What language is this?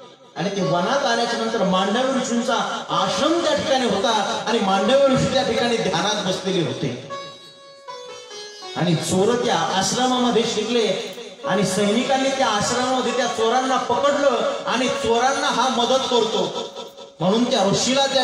Marathi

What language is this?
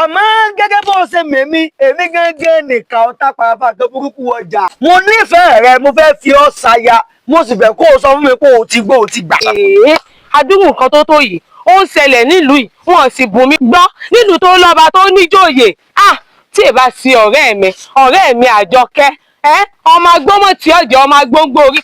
Yoruba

